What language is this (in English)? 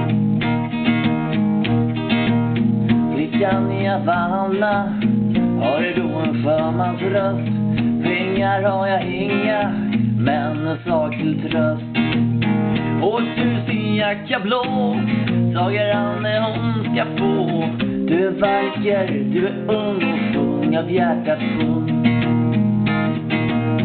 Swedish